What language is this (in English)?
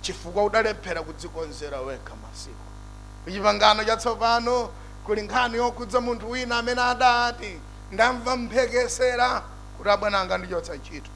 Nyanja